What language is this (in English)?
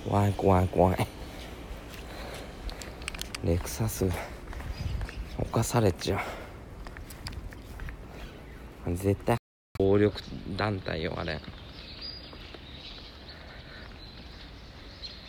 Japanese